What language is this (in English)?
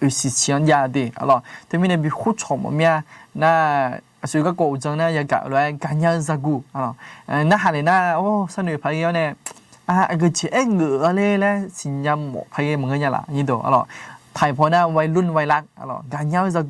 Akha